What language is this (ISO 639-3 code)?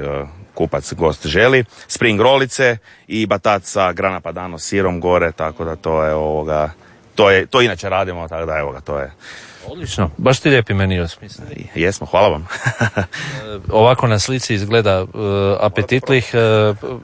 hrv